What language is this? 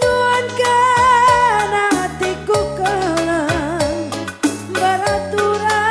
Batak Karo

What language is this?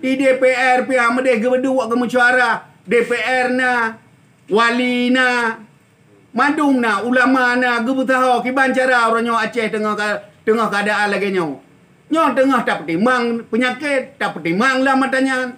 Achinese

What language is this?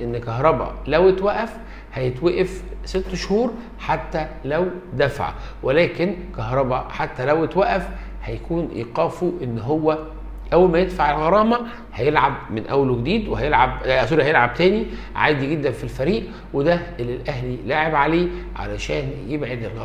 Egyptian Arabic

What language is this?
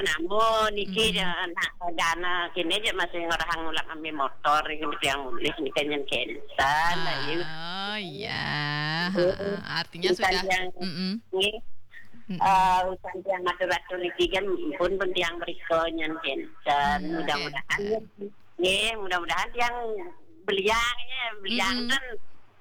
Balinese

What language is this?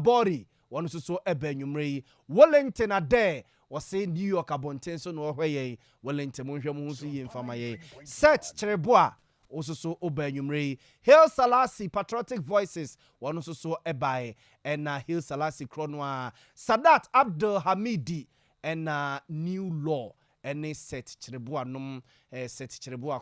Akan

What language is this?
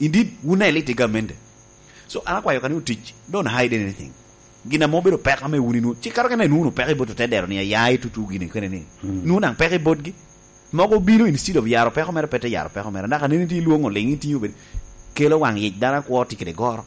Lango (Uganda)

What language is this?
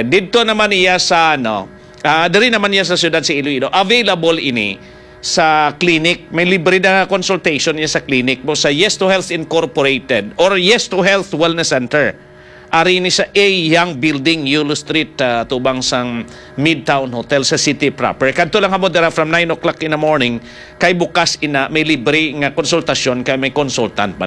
Hiligaynon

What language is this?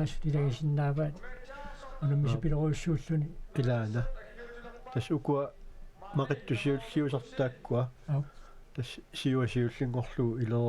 Kalaallisut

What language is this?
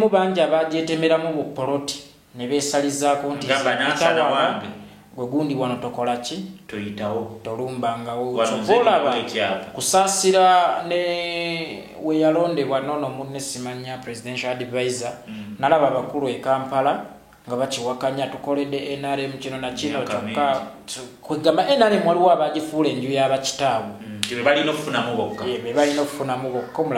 Ganda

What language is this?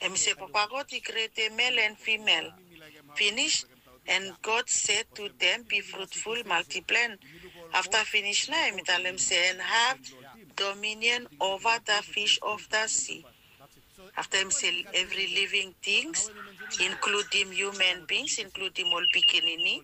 Bislama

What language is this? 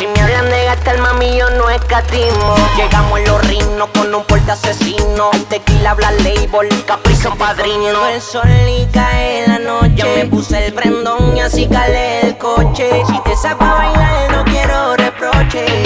Spanish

